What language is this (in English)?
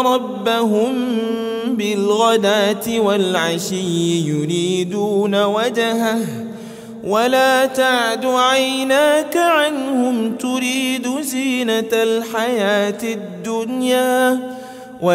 Arabic